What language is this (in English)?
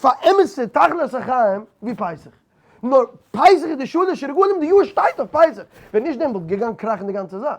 Yiddish